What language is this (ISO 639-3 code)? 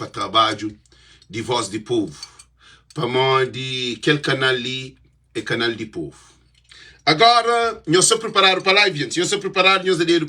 kea